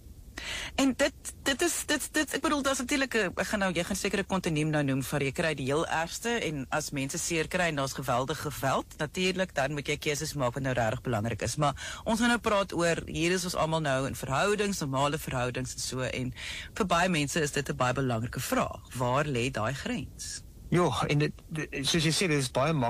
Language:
Afrikaans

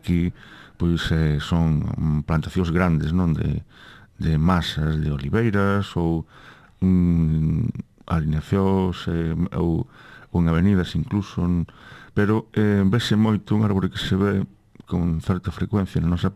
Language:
Galician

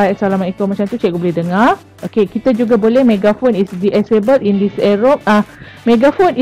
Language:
Malay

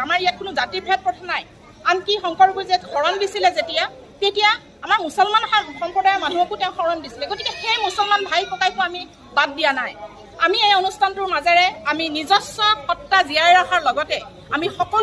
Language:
Assamese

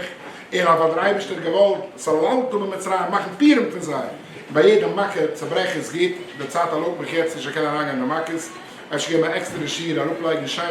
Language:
Yiddish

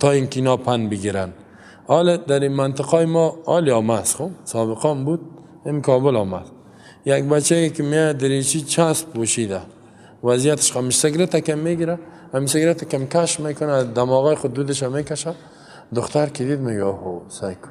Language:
Persian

